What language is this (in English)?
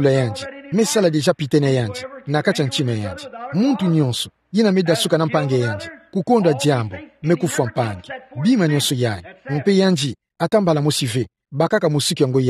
Kituba (Democratic Republic of Congo)